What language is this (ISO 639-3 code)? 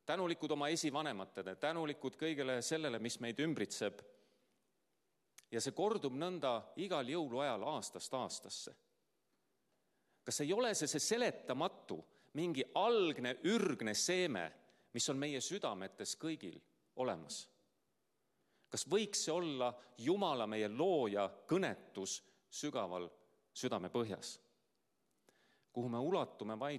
est